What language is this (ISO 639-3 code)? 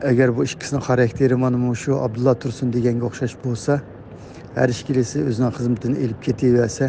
uig